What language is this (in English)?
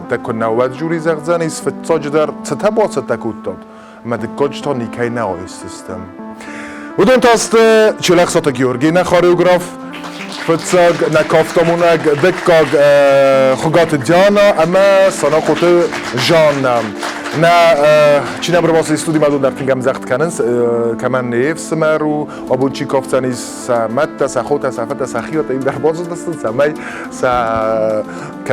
Ossetic